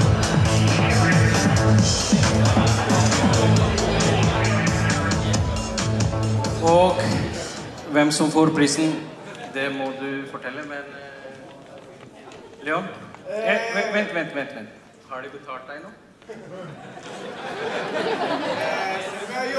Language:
Norwegian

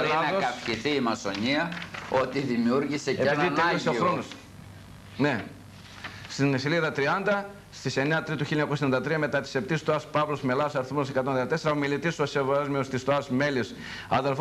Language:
Greek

